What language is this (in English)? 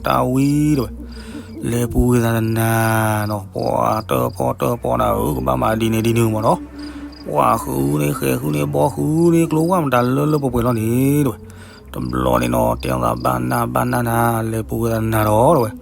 S'gaw Karen